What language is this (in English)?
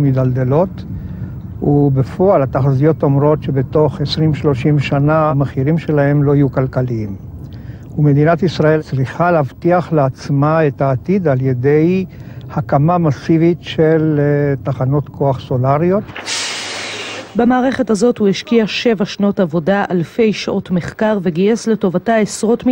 Hebrew